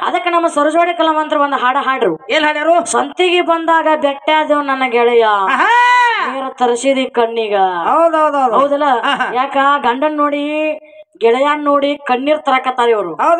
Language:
Kannada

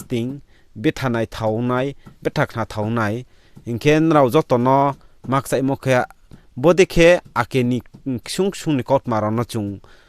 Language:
Riang (India)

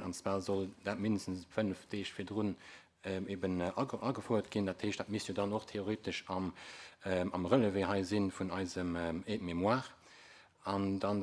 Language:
Luxembourgish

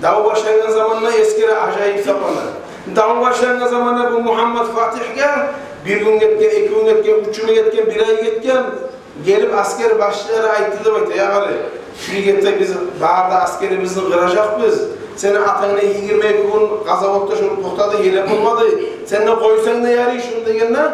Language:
Kumyk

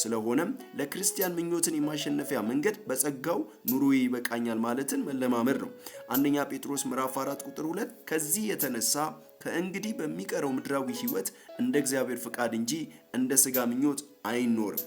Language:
Amharic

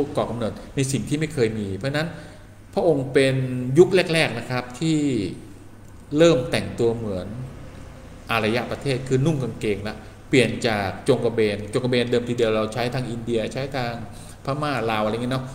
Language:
Thai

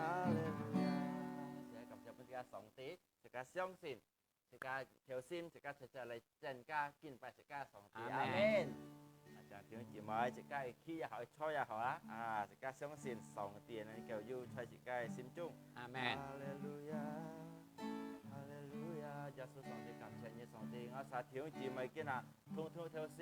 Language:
Hakka Chinese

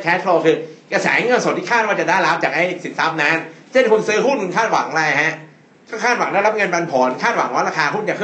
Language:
Thai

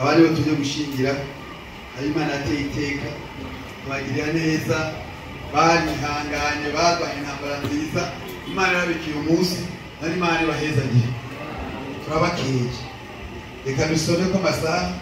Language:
Rundi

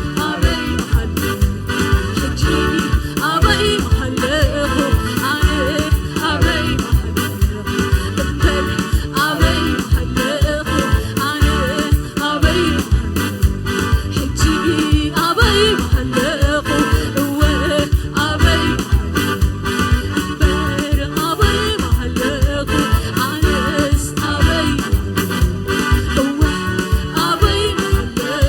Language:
Tigrinya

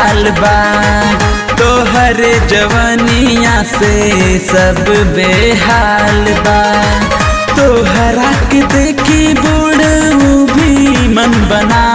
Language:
Bhojpuri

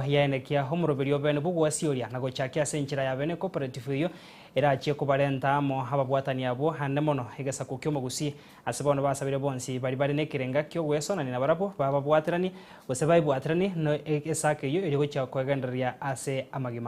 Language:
Gusii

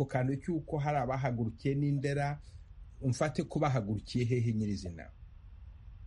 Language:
Kinyarwanda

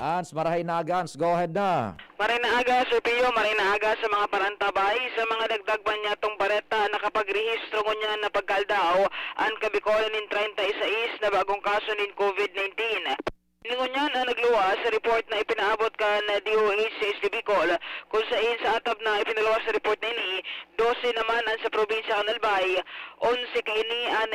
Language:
Bikol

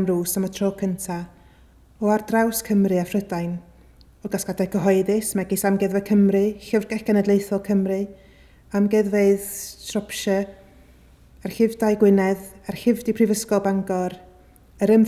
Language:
Welsh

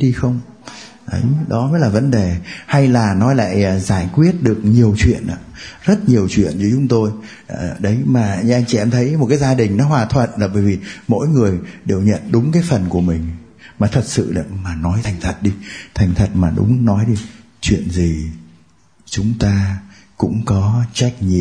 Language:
Vietnamese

